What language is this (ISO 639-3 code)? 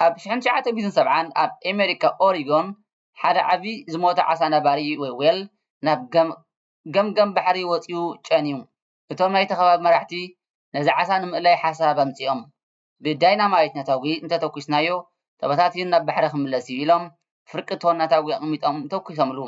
tir